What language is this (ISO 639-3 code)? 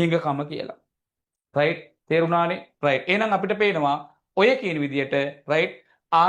sin